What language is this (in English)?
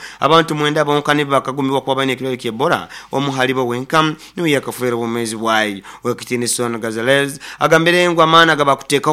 Nyoro